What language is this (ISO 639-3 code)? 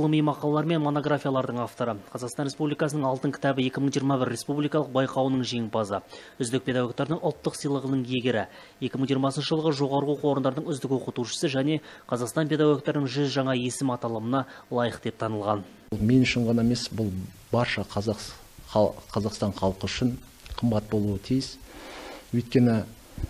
kaz